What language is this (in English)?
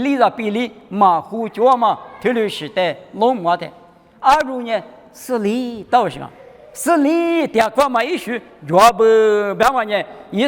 Lisu